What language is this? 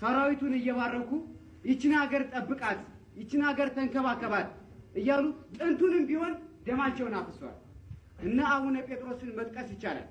Amharic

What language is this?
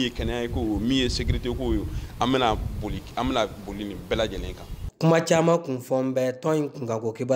Bambara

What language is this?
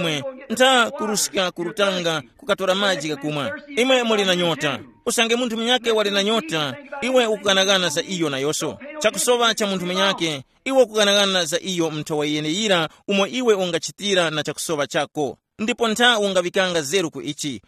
Tumbuka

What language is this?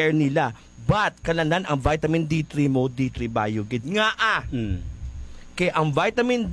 Hiligaynon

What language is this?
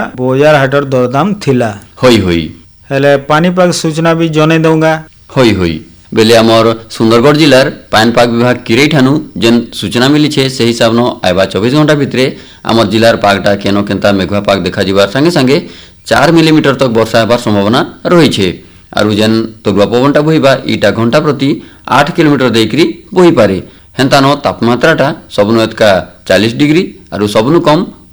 Odia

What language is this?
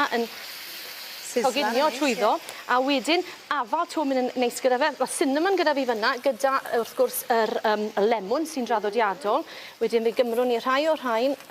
Welsh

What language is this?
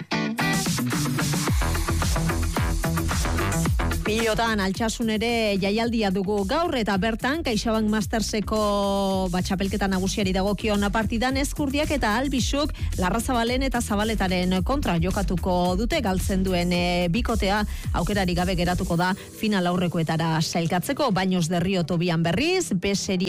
Basque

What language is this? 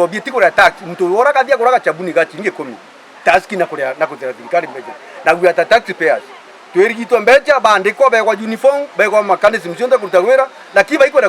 Meru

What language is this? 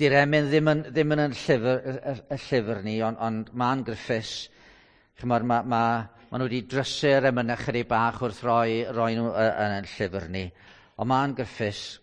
Welsh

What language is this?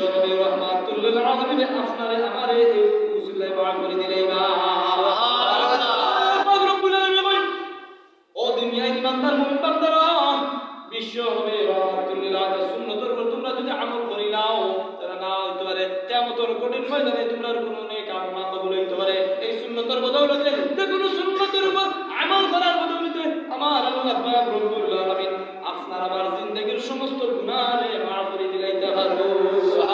Sylheti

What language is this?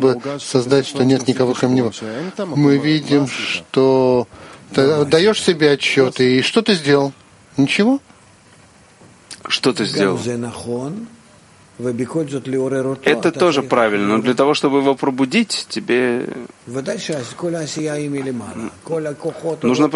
Russian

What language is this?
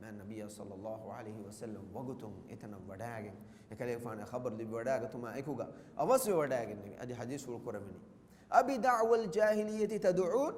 Divehi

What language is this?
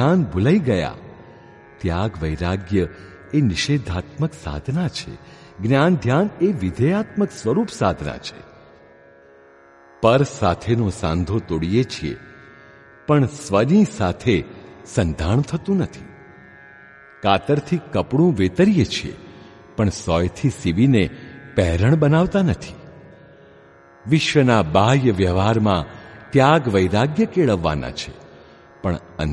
Gujarati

